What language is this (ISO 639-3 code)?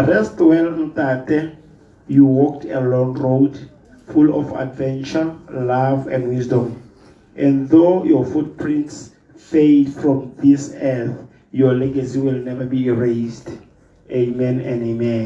tsn